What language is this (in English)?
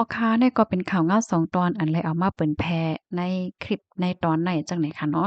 Shan